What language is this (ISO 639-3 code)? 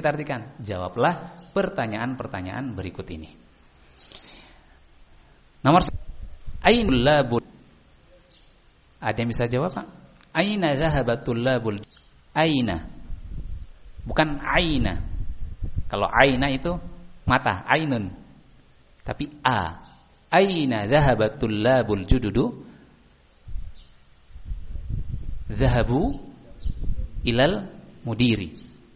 ind